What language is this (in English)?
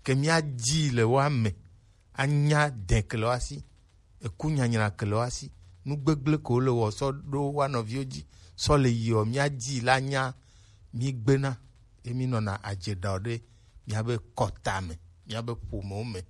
Gen